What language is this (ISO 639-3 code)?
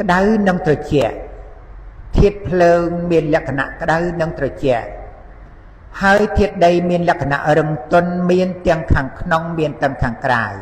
khm